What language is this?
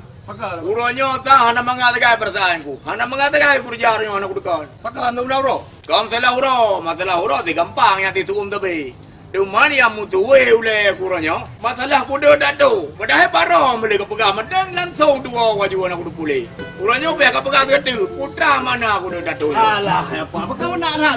Achinese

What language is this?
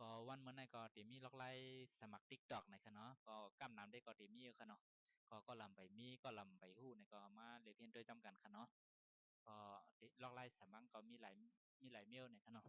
Shan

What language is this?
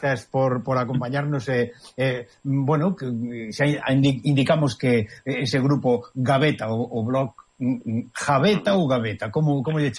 Galician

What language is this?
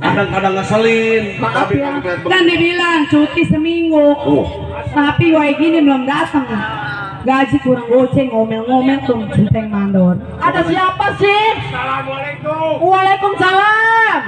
Betawi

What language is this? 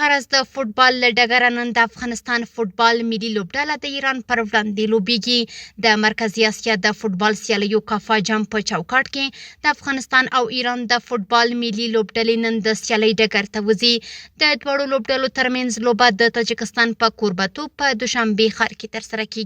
Pashto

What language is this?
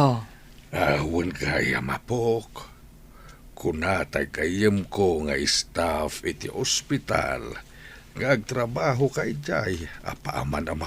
Iloko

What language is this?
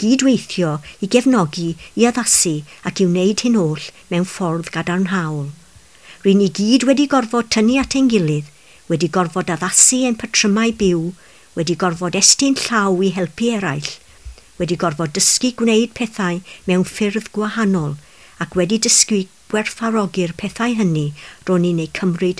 Welsh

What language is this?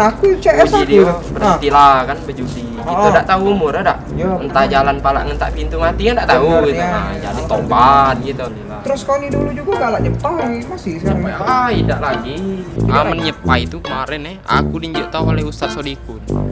Musi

